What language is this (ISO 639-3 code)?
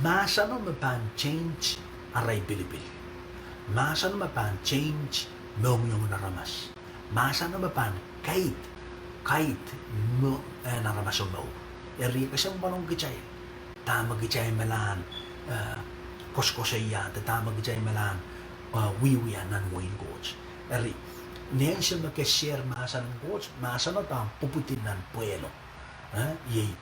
pon